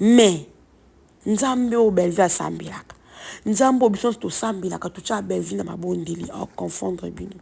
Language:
Lingala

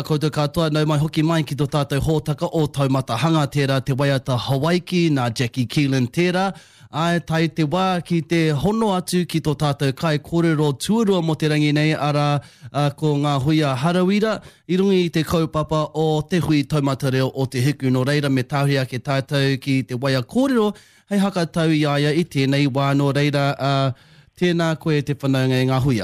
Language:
Māori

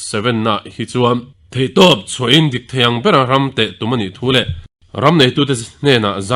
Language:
Mizo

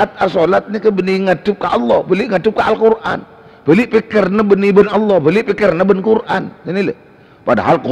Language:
Madurese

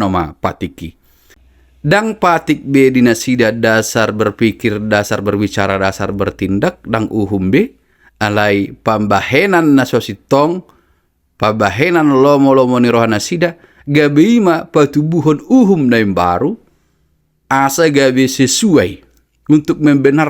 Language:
Batak Toba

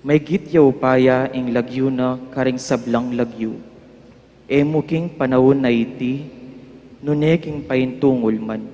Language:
Pampanga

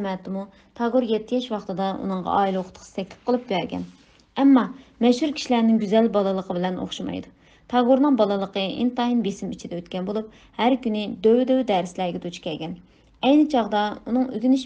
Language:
Uyghur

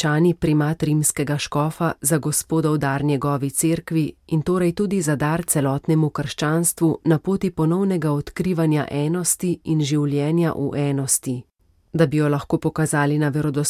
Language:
Slovenian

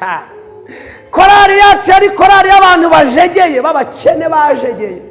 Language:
Kinyarwanda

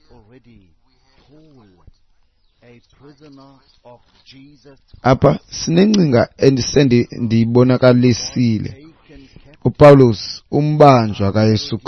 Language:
Xhosa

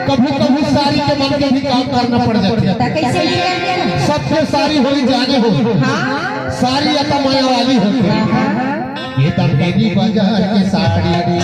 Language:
Chhattisgarhi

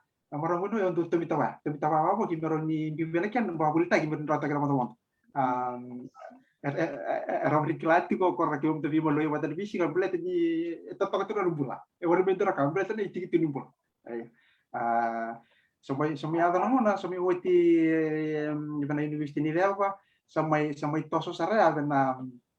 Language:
Fijian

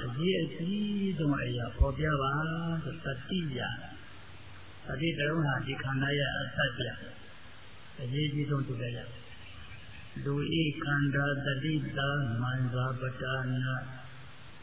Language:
Burmese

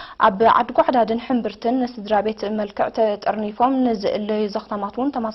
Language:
Tigrinya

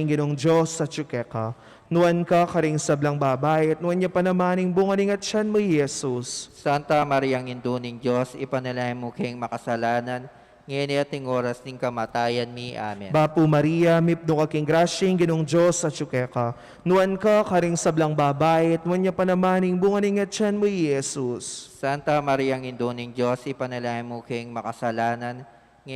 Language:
Pampanga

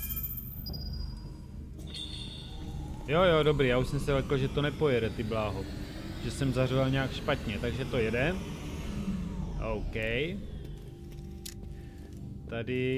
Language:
Czech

